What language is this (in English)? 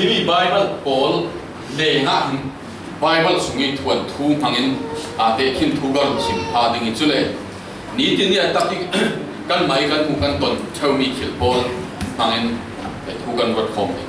Falam Chin